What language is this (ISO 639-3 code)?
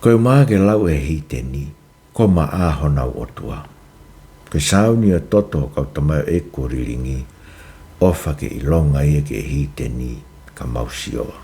ton